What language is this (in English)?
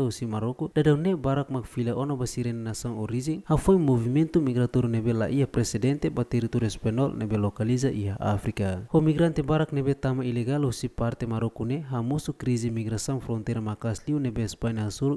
Tetum